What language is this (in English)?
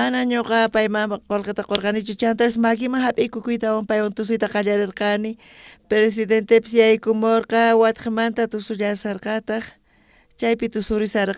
South Bolivian Quechua